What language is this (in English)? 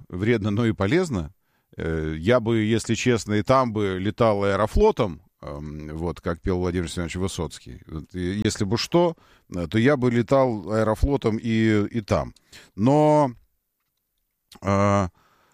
Russian